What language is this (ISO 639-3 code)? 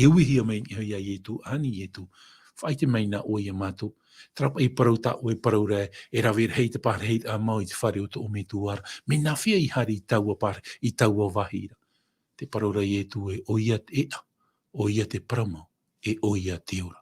tah